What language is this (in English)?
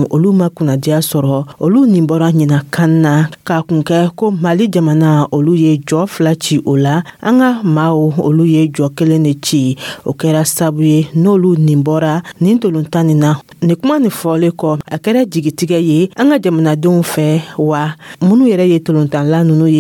Dyula